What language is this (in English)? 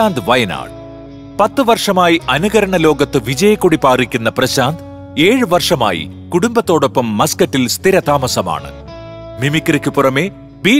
Malayalam